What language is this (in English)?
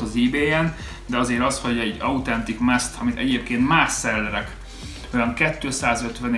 Hungarian